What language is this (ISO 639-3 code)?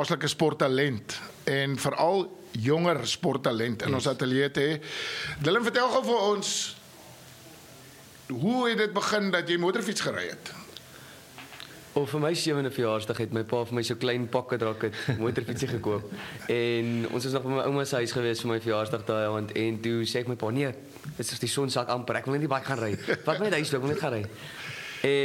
afr